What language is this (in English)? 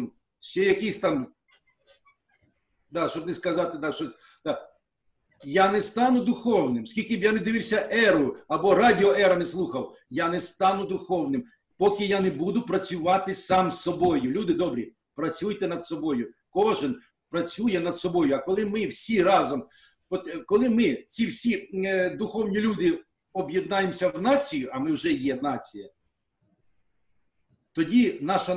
Ukrainian